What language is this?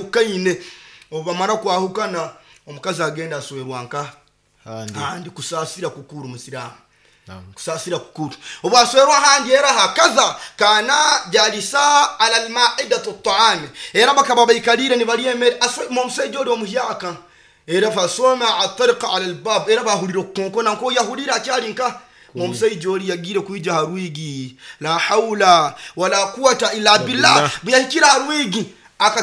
Nyoro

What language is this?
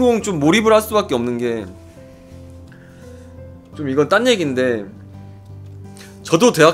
Korean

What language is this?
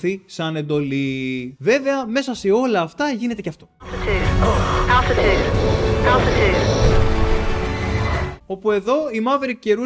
Greek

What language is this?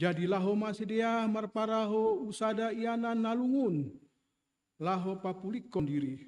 Batak Simalungun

